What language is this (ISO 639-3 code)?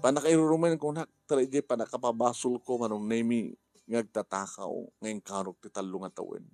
ilo